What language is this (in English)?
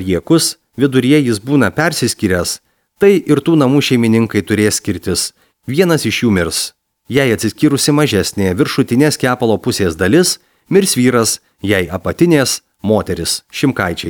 Lithuanian